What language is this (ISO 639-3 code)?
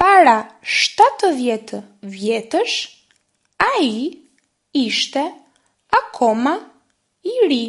sqi